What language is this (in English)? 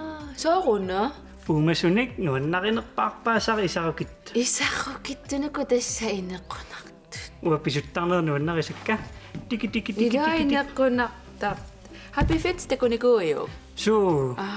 Kalaallisut